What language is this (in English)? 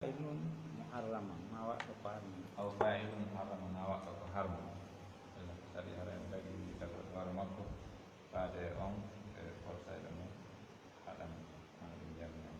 Pular